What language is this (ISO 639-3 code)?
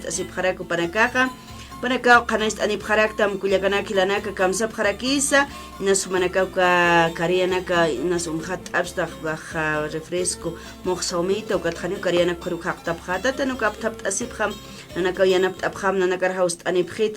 aym